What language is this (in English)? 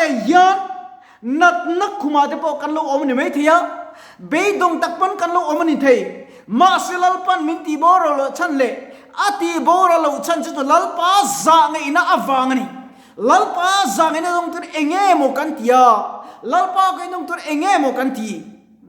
Mizo